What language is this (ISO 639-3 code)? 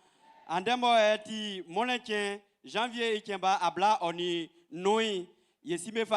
bci